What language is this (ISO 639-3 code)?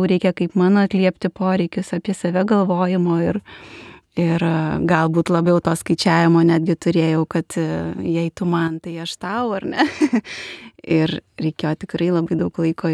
lit